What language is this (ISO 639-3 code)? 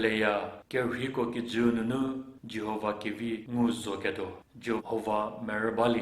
njm